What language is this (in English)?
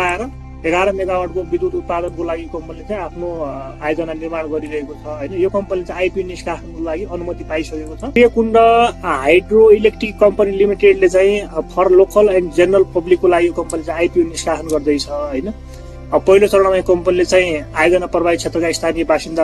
Nepali